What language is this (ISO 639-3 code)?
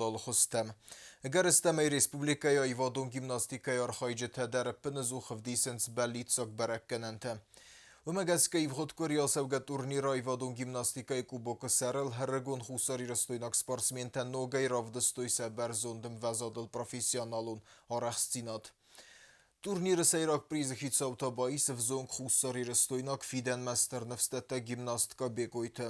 oss